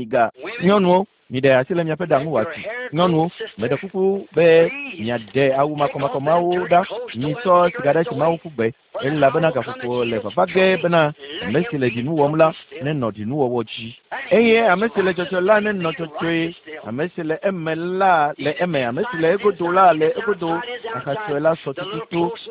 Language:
Ewe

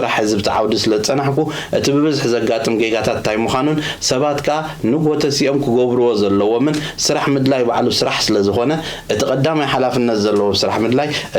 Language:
Tigrinya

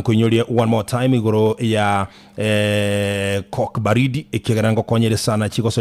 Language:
Gusii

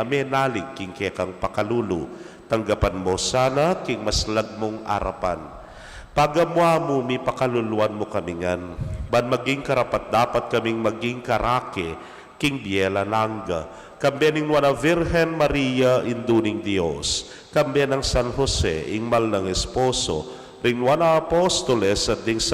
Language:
Pampanga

